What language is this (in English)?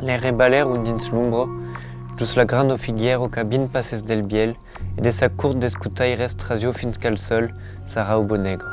Occitan